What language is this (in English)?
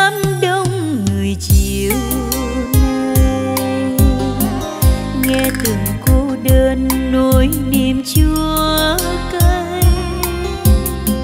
Vietnamese